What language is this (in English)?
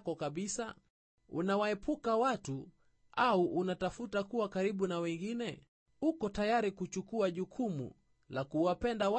Swahili